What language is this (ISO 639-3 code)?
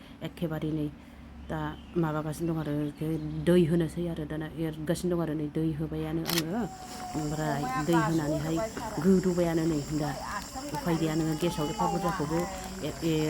brx